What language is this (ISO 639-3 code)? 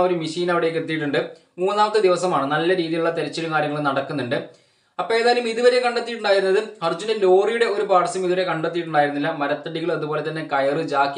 mal